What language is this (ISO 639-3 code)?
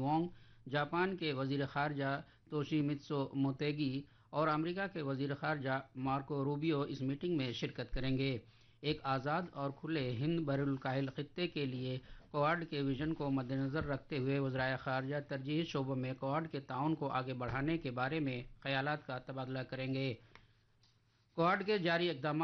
urd